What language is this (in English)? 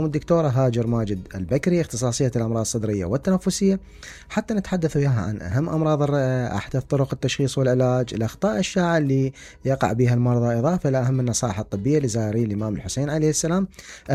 Mesopotamian Arabic